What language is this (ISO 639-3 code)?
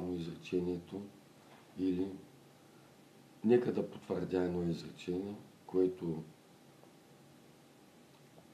bul